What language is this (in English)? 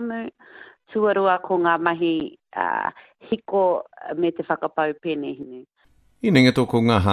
Māori